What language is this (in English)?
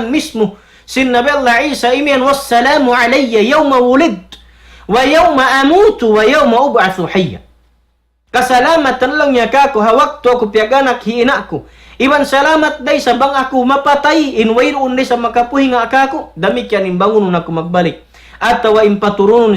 Tausug